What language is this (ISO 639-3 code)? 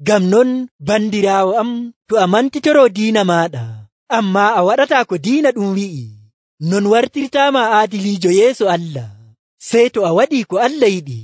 fuv